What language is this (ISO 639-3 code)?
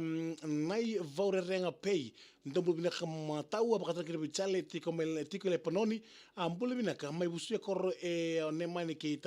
fij